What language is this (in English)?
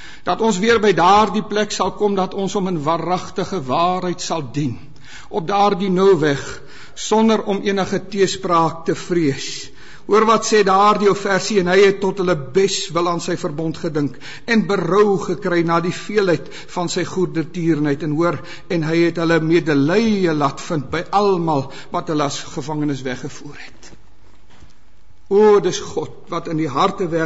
Afrikaans